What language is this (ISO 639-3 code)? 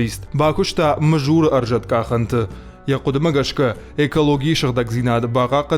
oss